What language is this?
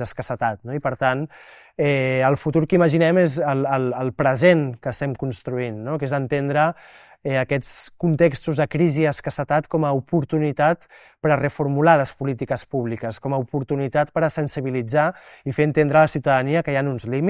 Catalan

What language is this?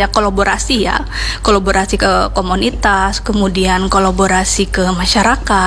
Indonesian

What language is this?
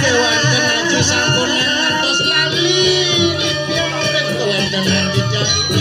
Balinese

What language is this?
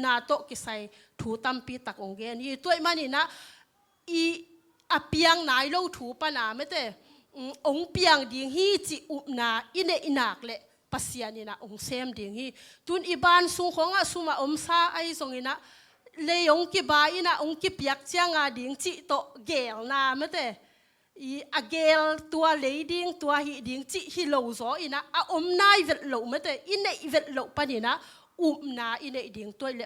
Tedim Chin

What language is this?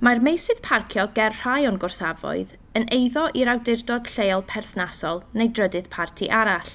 Welsh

